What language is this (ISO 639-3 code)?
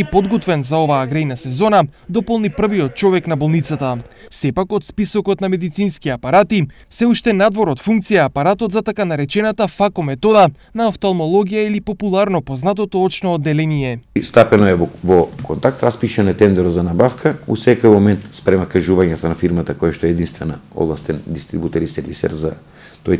mkd